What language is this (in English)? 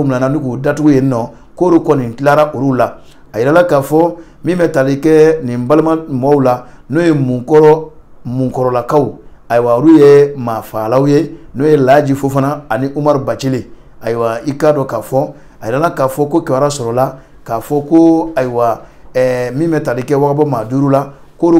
Bambara